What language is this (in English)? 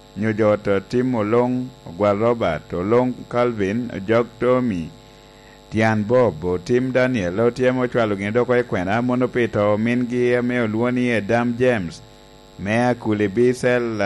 Lango (Uganda)